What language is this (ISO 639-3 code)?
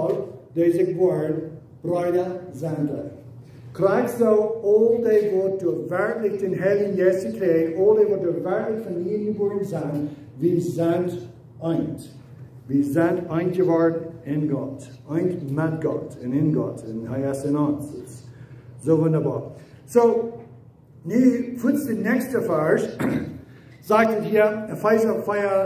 pdt